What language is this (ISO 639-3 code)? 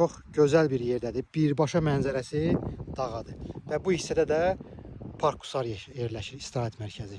aze